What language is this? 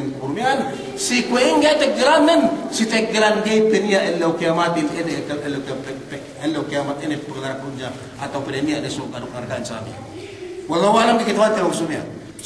Yakan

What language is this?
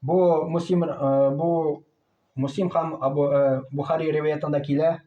Tatar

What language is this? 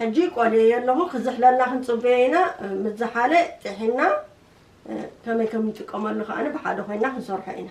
Tigrinya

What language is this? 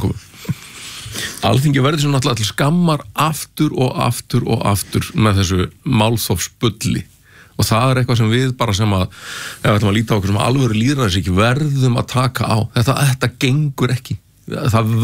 Icelandic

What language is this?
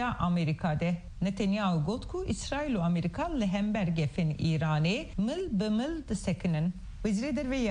Kurdish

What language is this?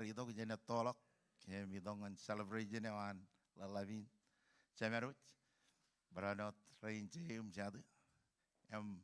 Marshallese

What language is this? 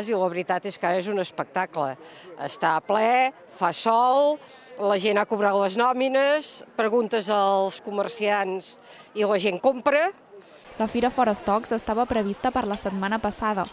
Catalan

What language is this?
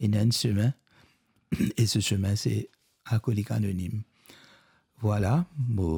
Morisyen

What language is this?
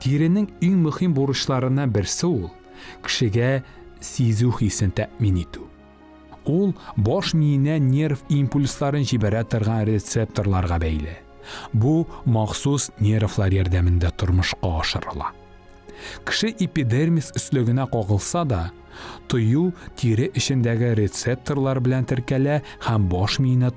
Tatar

